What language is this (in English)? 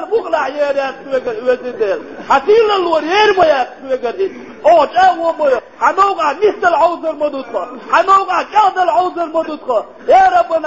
Chechen